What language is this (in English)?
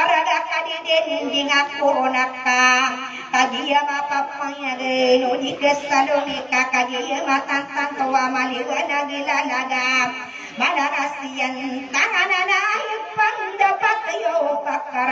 Maranao